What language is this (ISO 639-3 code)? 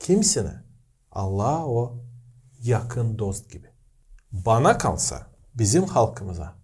gag